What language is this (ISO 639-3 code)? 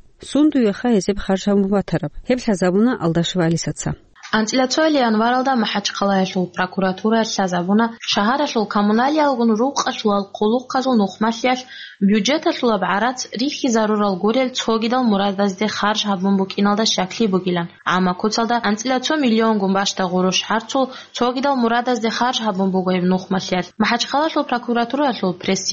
ava